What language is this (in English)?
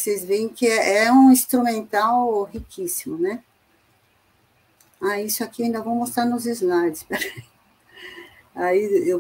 Portuguese